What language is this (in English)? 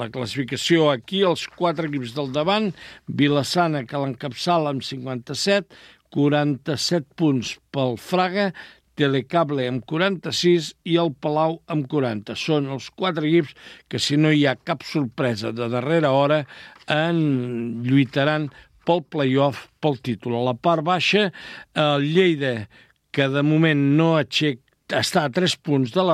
Catalan